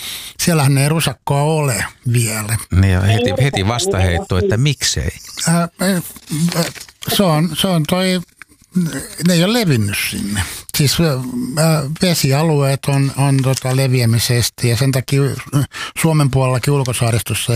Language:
Finnish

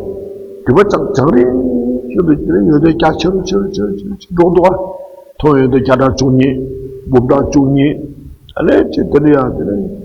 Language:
Tibetan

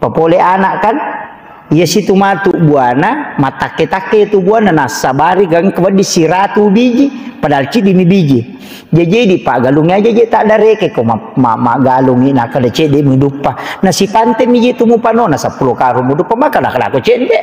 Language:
Buginese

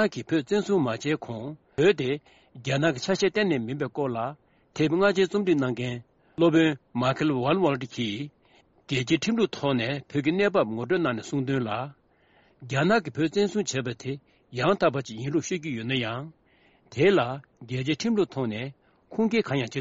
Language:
Tibetan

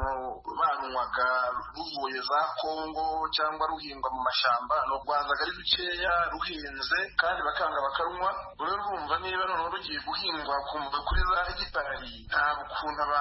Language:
Kinyarwanda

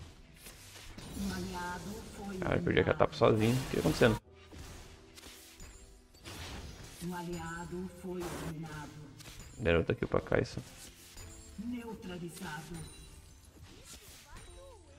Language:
Portuguese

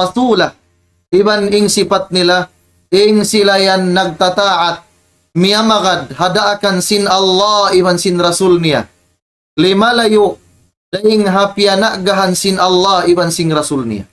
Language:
Tausug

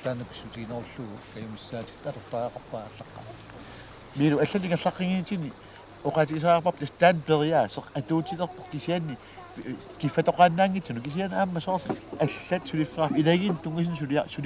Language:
Kalaallisut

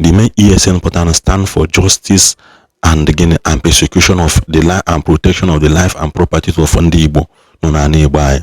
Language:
Igbo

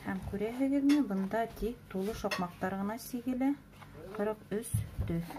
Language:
Bashkir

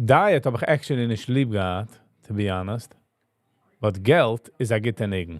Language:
Yiddish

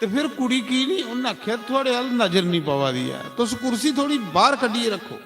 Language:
Dogri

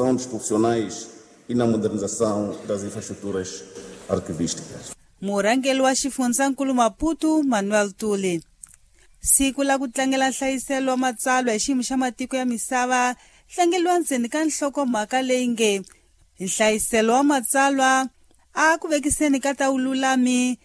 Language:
Tsonga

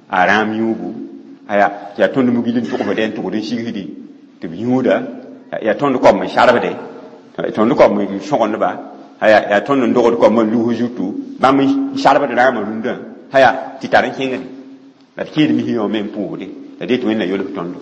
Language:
Mossi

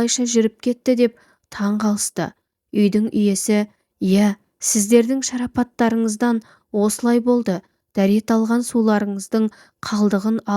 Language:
Kazakh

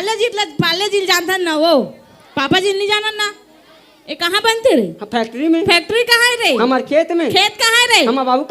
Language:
Chhattisgarhi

